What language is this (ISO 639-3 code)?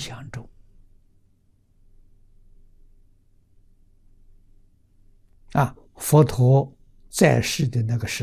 zho